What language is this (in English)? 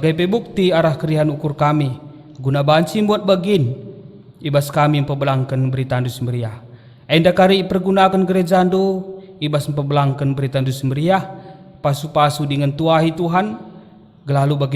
Batak Karo